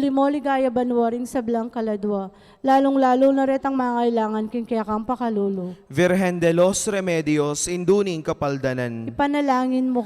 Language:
Pampanga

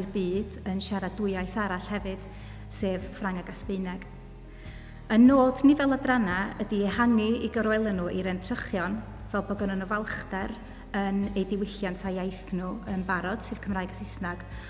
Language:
Welsh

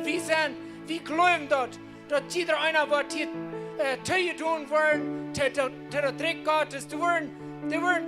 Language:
Plautdietsch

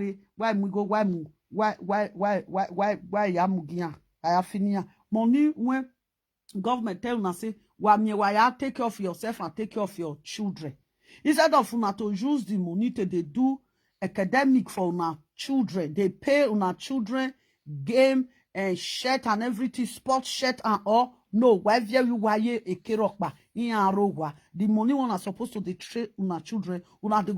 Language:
Nigerian Pidgin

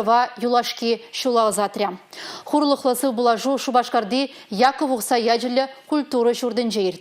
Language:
Chuvash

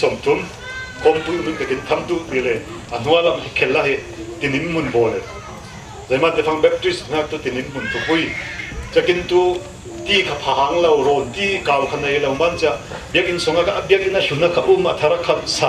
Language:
Falam Chin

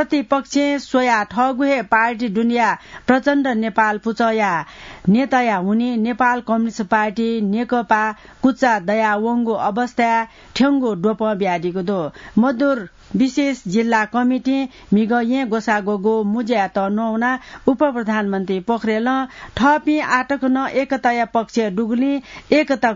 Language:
Newari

